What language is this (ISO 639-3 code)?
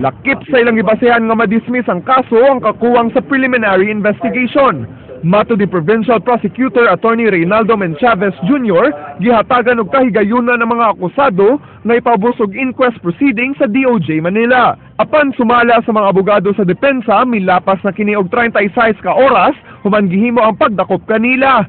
ceb